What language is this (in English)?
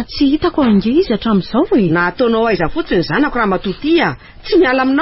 Malagasy